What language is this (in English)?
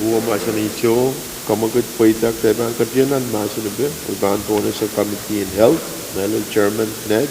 Pohnpeian